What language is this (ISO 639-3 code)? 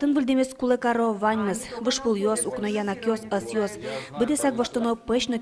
udm